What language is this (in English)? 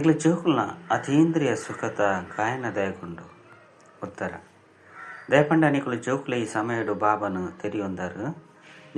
Tulu